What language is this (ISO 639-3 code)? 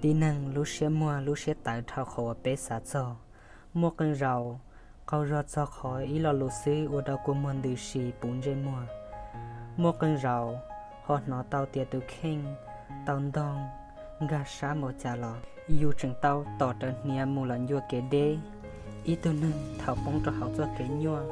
hmn